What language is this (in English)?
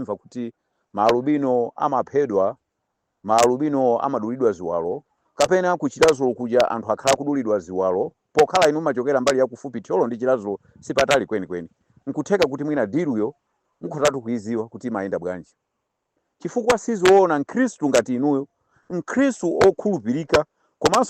Nyanja